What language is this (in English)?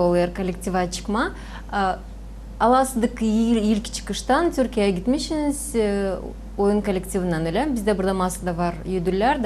Gagauz